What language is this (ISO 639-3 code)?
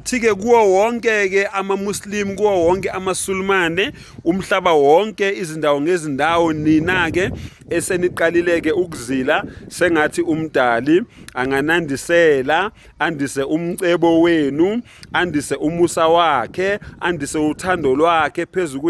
zul